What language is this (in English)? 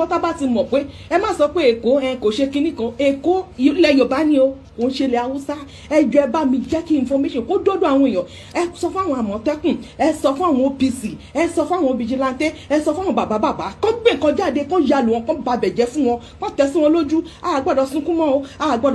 Yoruba